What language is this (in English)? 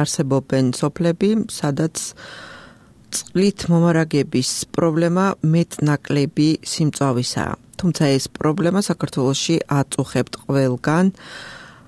Georgian